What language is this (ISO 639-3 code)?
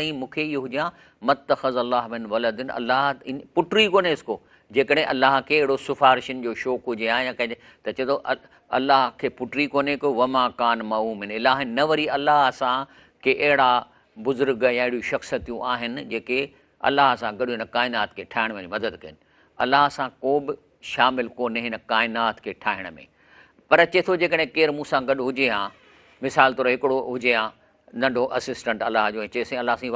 snd